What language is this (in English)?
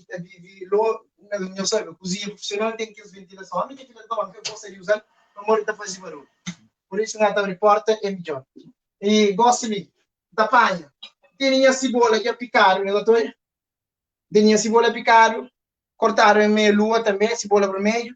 Kabuverdianu